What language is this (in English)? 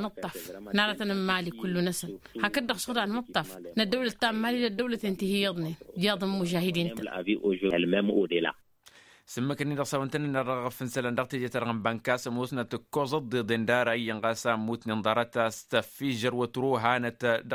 Tamasheq